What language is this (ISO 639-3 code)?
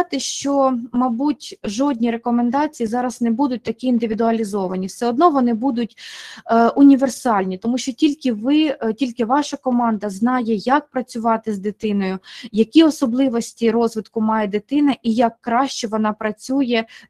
ukr